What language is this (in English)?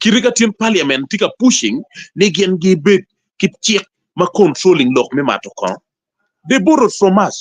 Acoli